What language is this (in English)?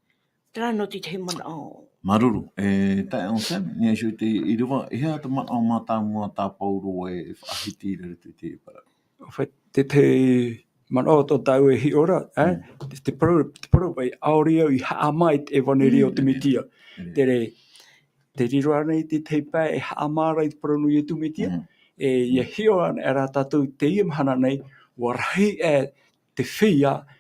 Tahitian